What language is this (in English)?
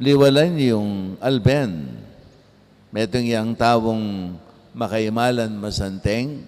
Pampanga